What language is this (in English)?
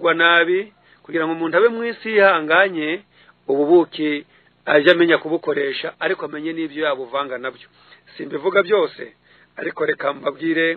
Kinyarwanda